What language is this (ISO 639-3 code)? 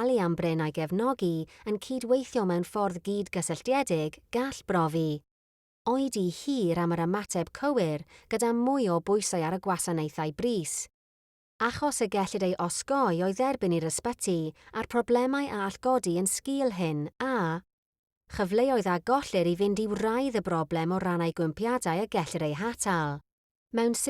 cym